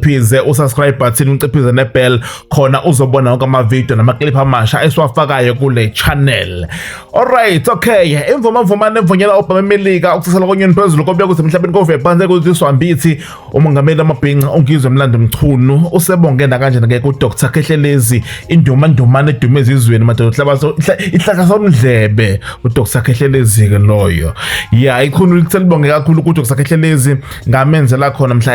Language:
Zulu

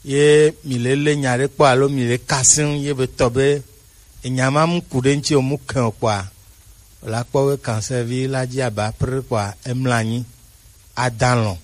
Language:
Gen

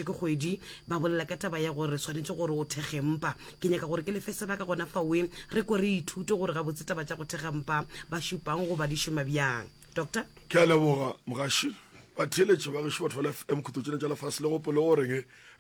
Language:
Northern Sotho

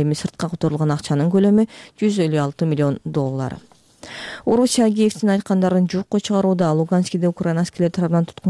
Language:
Kyrgyz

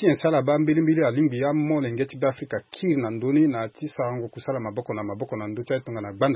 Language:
Sango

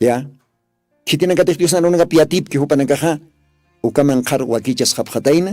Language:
Aymara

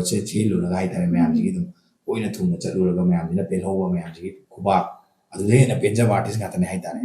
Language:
Manipuri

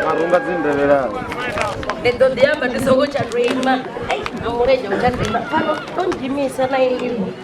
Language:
Venda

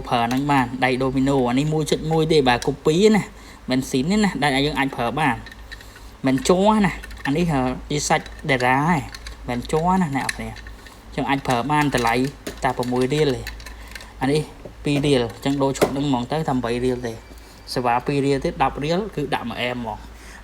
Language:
Khmer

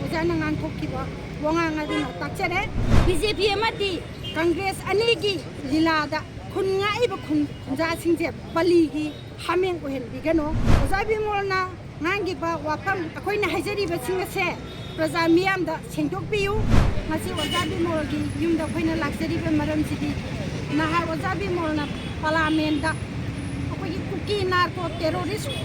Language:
Manipuri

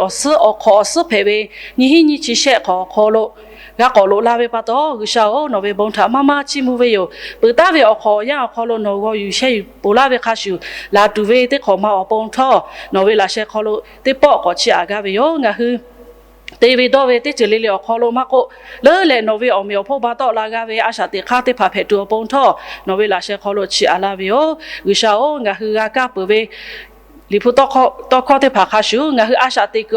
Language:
Lahu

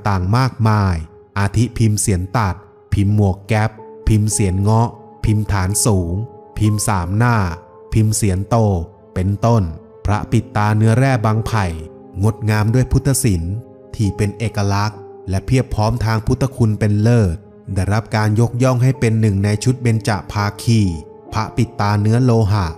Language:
Thai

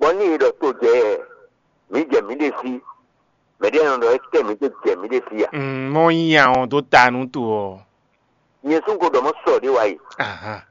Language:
Fon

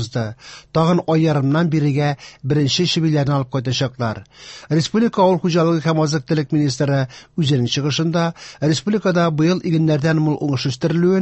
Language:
Tatar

